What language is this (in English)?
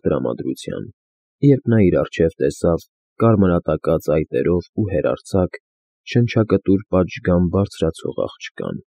Armenian